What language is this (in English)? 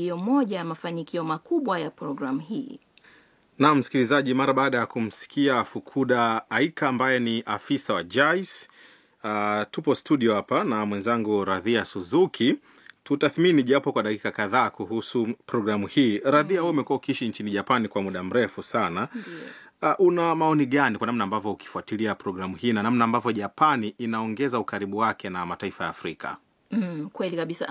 Swahili